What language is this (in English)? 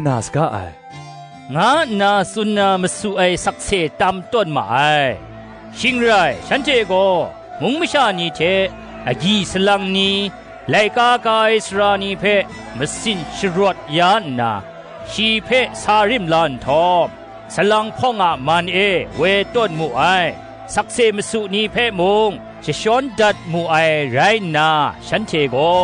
Kachin